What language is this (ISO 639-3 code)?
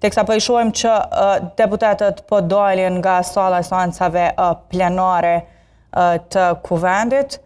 sqi